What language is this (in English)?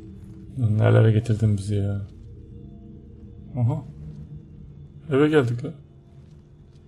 Turkish